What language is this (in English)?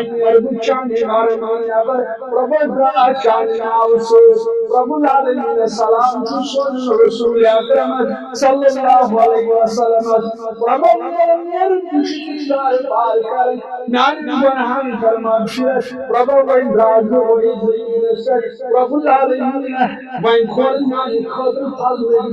Kashmiri